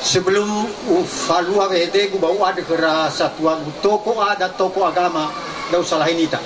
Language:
Nias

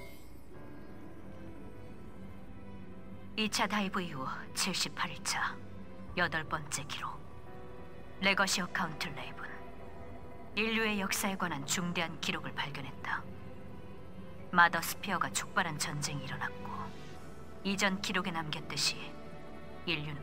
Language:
Korean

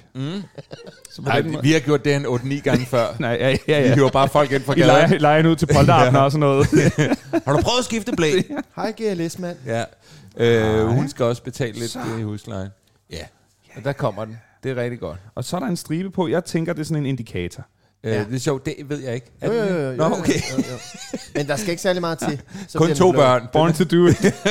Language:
Danish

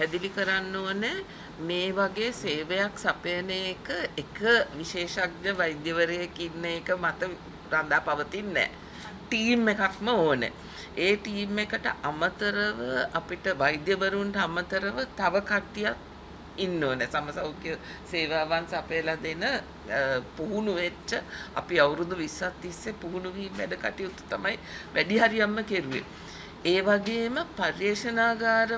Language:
Sinhala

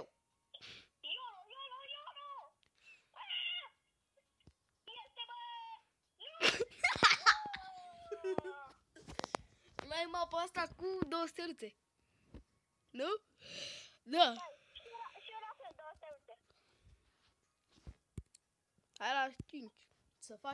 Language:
Romanian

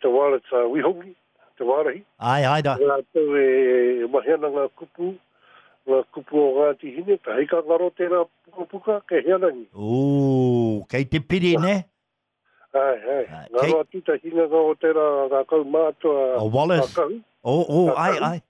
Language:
Māori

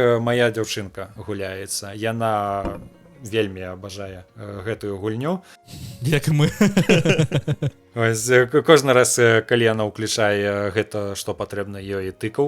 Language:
Belarusian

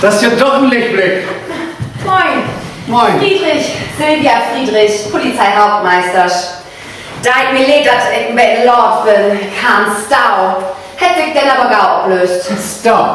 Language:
Low German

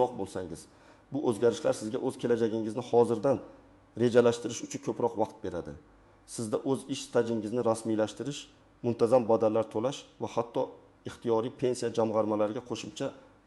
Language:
Uzbek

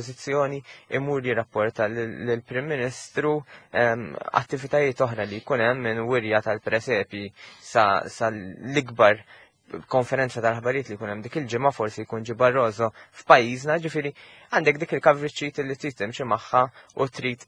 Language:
Maltese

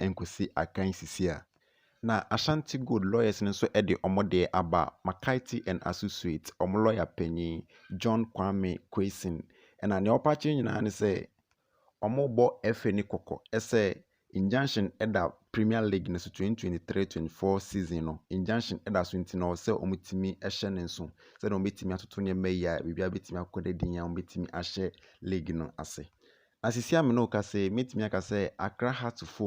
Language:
Akan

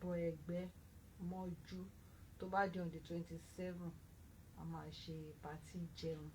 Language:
Yoruba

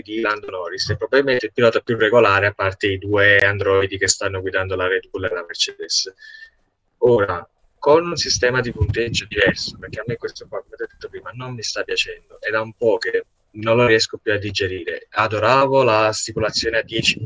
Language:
Italian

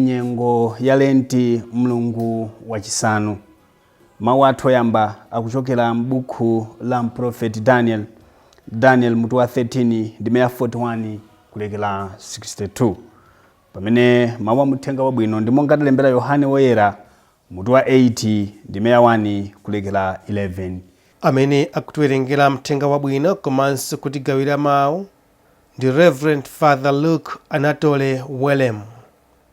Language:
Nyanja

